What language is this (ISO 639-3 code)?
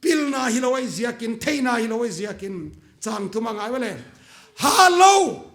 pck